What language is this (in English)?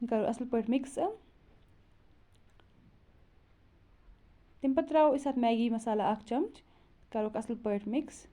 Kashmiri